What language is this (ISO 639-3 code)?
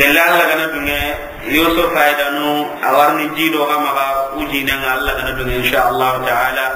snk